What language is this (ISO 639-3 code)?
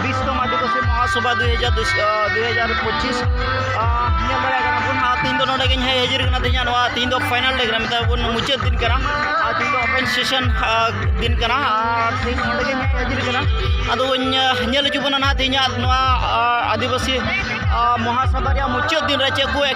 sat